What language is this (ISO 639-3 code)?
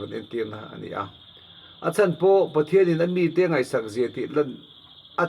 lus